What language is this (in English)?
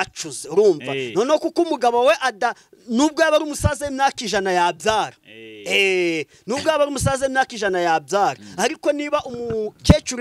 Kinyarwanda